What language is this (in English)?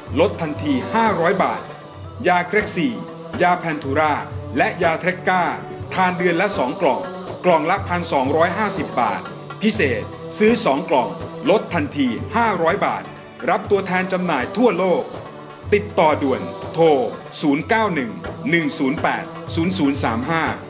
Thai